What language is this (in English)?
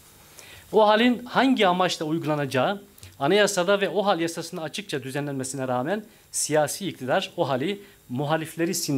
Turkish